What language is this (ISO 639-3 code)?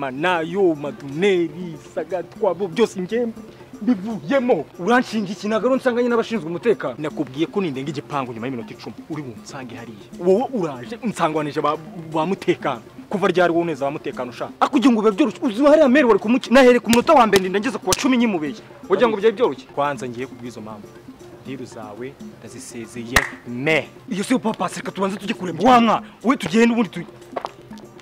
kin